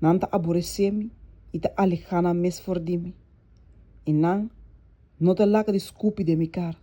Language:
Papiamento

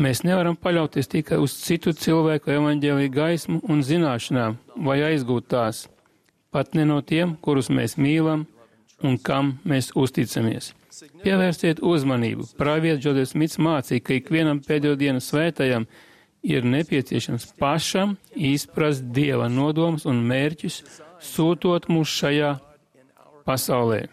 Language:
Latvian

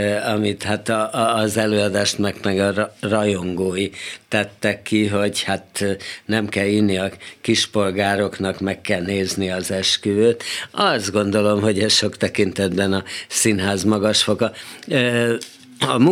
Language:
Hungarian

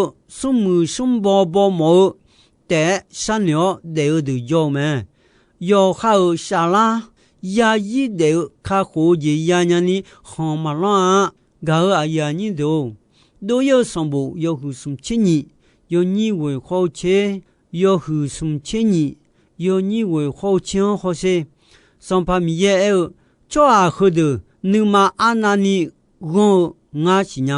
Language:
Akha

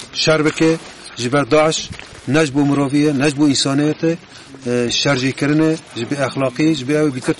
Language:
Kurdish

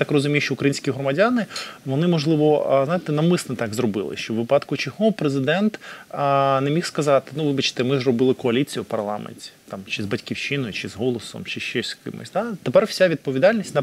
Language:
Ukrainian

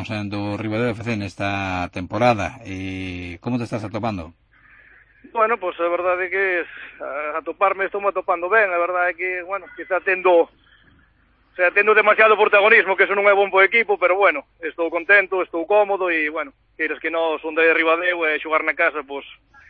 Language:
Galician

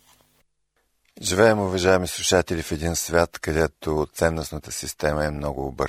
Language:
Bulgarian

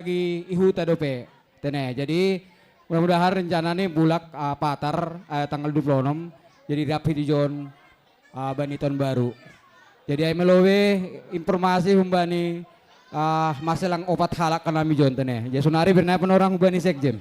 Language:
Batak Simalungun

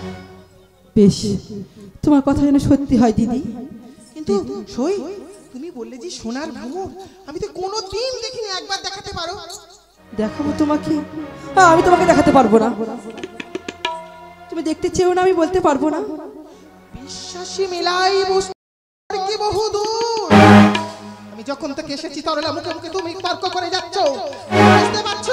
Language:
Bangla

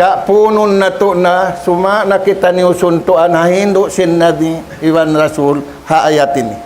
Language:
Tausug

